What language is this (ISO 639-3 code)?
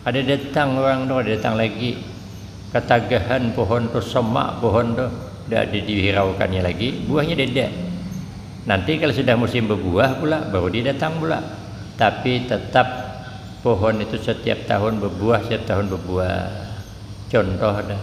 bjn